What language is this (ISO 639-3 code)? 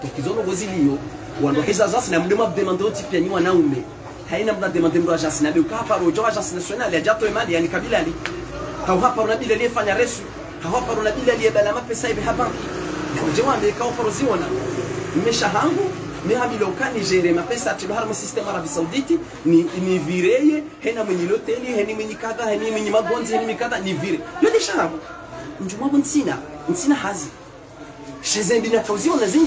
swa